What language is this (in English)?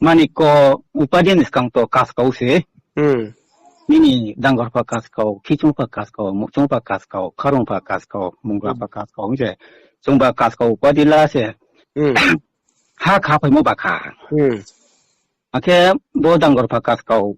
Riang (India)